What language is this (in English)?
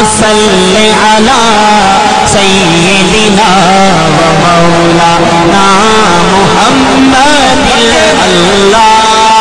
Saraiki